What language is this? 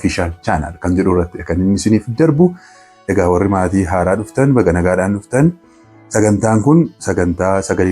Oromo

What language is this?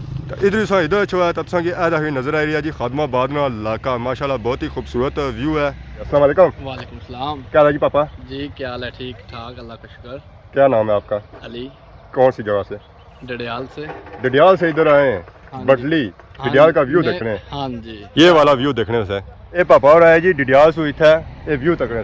Pahari-Potwari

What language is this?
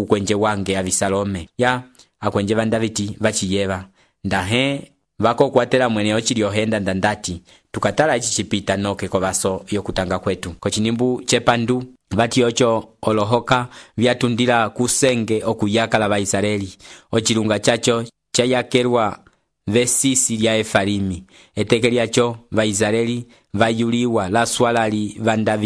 Umbundu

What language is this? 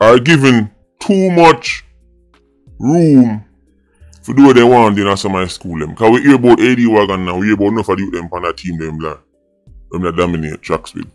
Jamaican Creole English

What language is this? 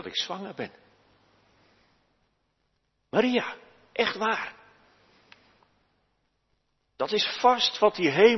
Dutch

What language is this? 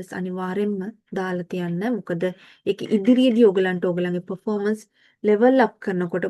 Sinhala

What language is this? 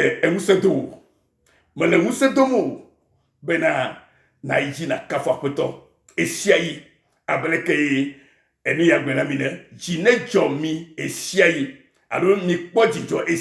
Ewe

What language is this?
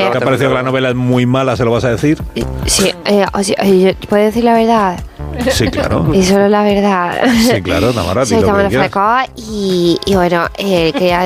Spanish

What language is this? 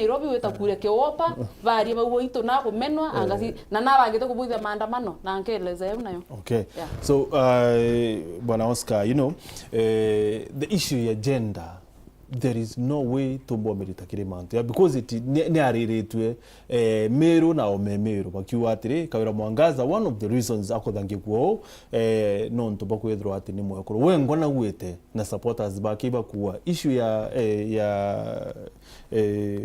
Meru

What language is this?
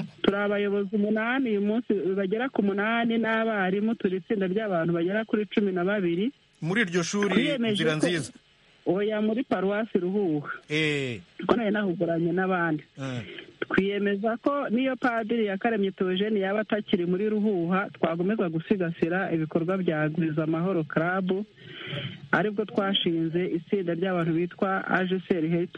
Kinyarwanda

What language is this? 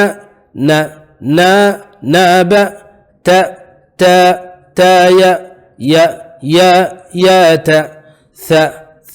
Divehi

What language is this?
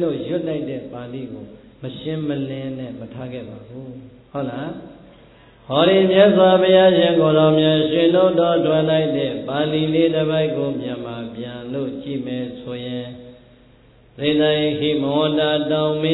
Burmese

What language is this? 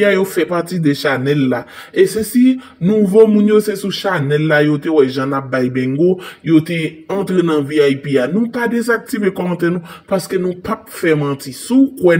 Haitian Creole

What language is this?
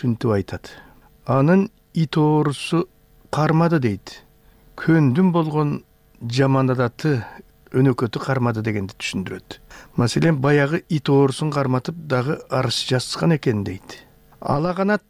Kyrgyz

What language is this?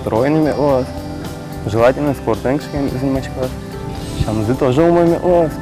Udmurt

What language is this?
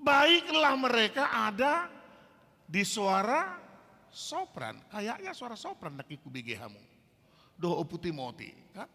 Batak Toba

